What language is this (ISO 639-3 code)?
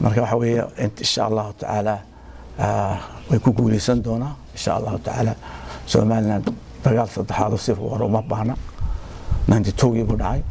som